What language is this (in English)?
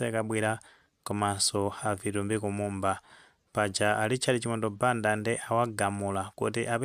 Nyanja